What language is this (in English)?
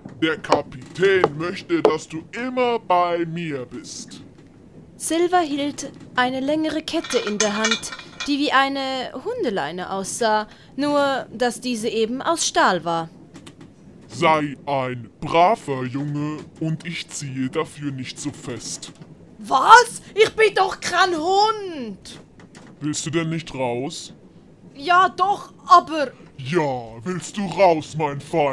Swiss German